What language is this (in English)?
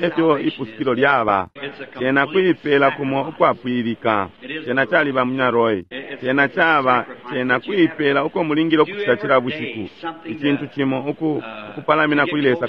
Bemba